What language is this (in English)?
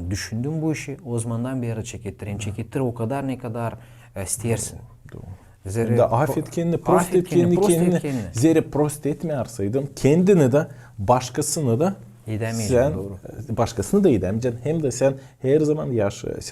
Gagauz